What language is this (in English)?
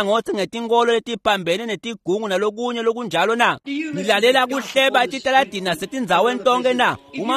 Swati